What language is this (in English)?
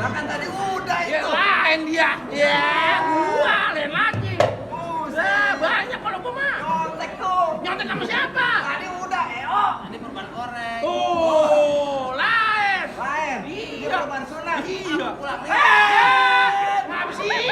Betawi